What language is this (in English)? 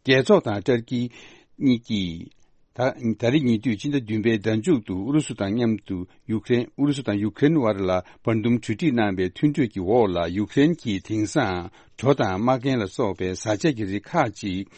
Tibetan